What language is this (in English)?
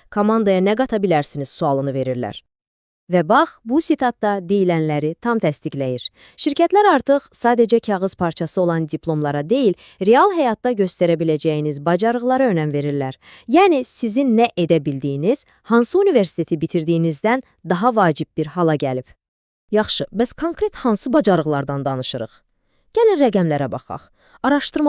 Azerbaijani